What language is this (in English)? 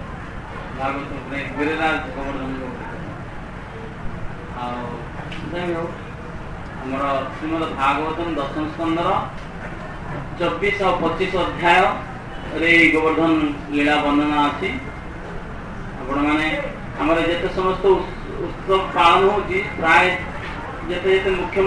Odia